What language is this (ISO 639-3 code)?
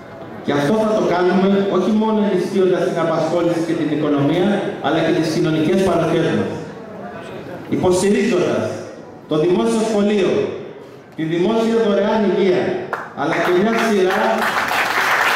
ell